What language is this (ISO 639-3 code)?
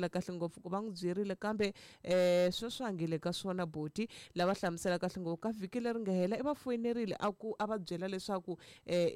tso